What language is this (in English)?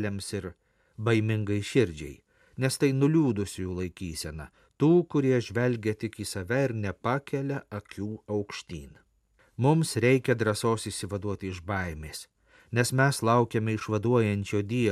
Lithuanian